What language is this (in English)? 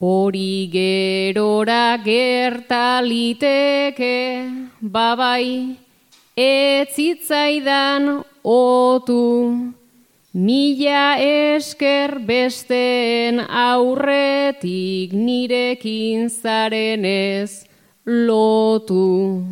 Basque